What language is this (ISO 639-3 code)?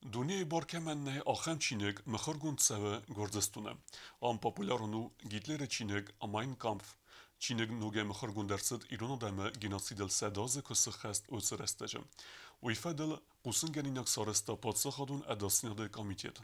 oss